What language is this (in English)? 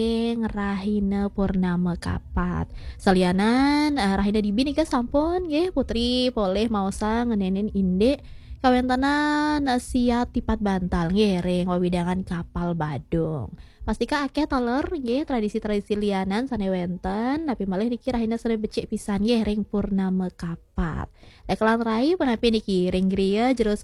Balinese